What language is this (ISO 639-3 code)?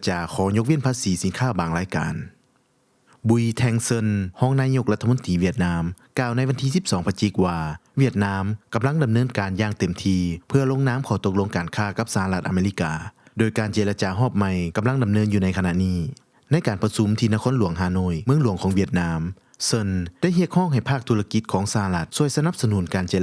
lao